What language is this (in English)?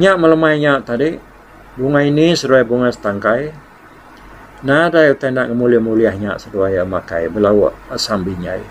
Iban